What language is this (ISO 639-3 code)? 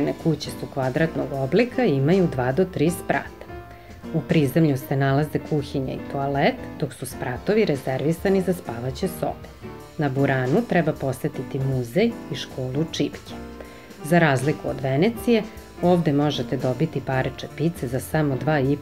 srp